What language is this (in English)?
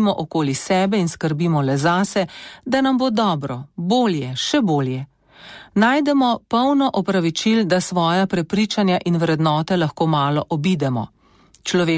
Slovenian